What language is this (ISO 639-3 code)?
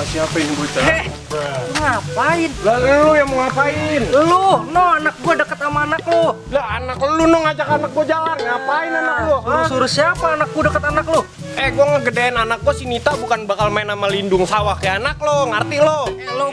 bew